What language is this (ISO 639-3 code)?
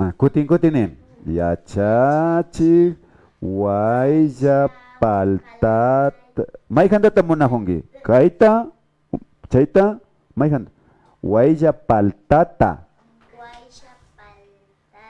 qvi